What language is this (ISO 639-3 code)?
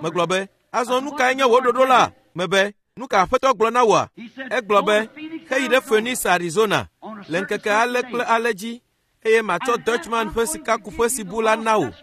ewe